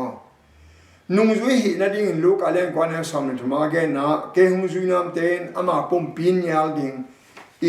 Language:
Tedim Chin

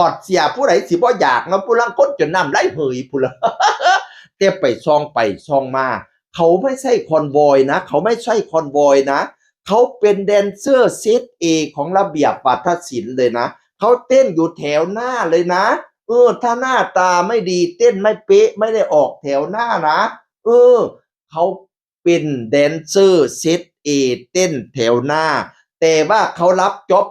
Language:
Northeastern Thai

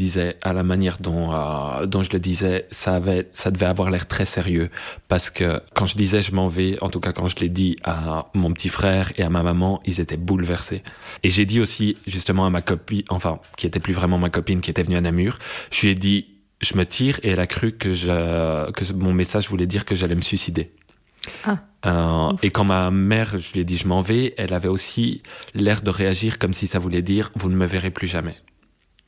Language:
French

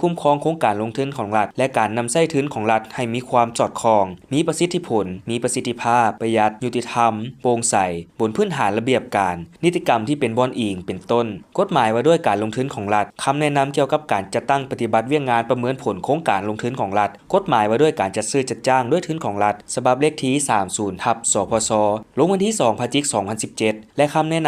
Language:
Lao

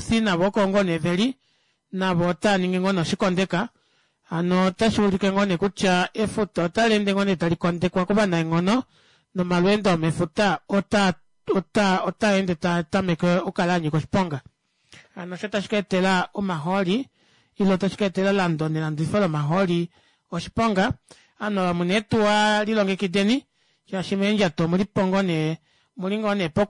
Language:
Kuanyama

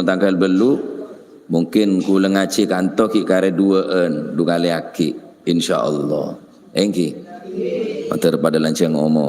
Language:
Madurese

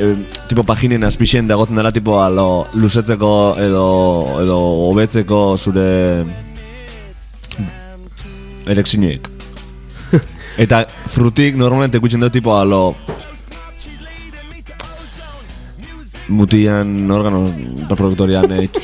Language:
Basque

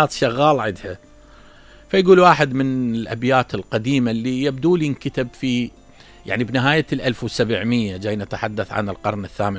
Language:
Mesopotamian Arabic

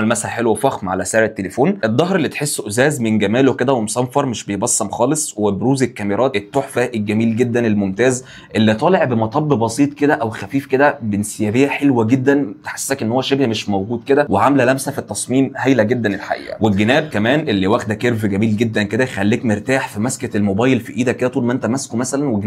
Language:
Egyptian Arabic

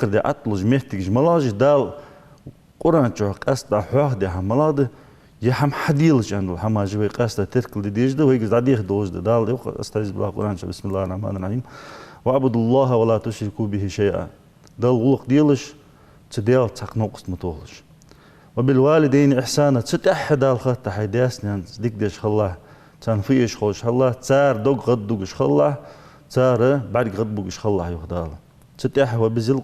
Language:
Ingush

